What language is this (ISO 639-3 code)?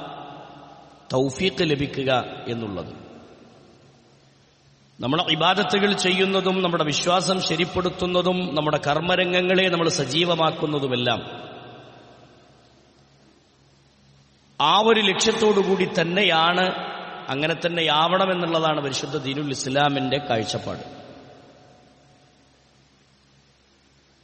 mal